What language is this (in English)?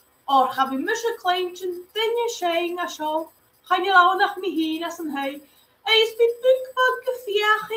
Scottish Gaelic